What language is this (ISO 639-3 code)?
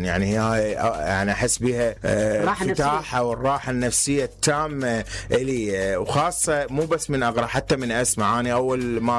acm